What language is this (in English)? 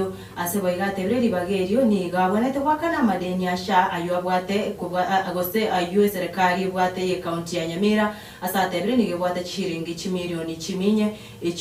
Gusii